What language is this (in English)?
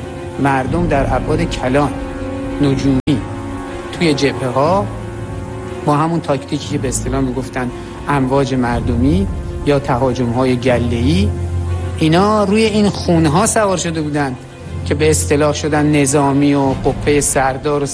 Persian